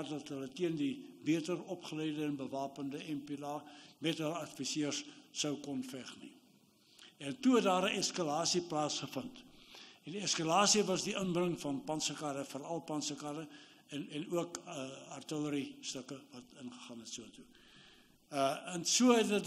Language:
Afrikaans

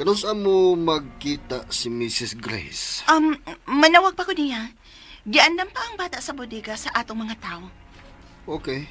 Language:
Cebuano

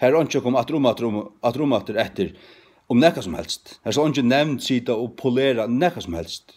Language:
Faroese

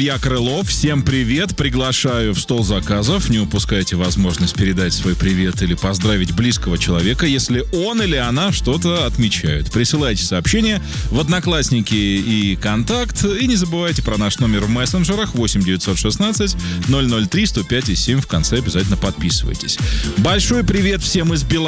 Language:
Russian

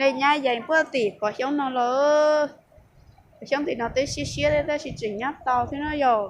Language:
Hmong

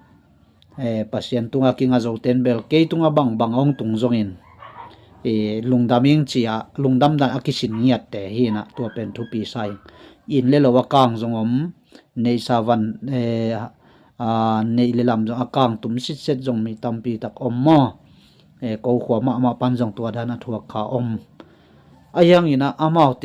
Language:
Tedim Chin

